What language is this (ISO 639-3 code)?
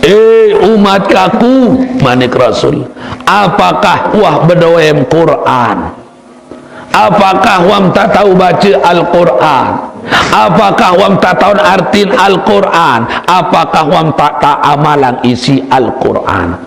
sas